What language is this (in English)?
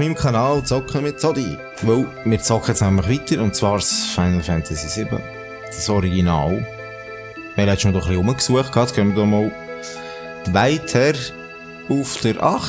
Swiss German